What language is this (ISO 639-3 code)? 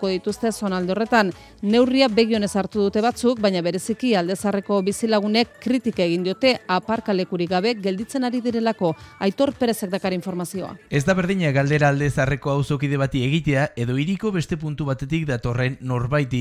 eus